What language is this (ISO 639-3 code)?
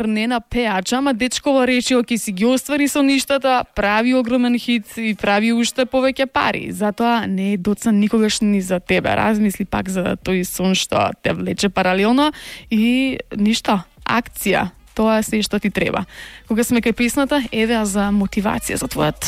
mkd